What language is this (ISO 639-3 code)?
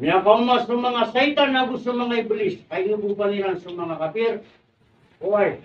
mrw